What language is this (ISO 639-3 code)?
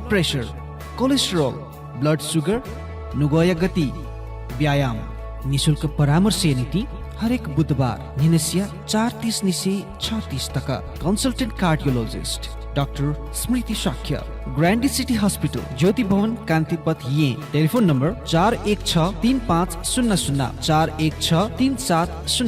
new